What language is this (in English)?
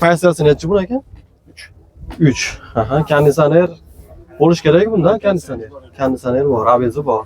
Uzbek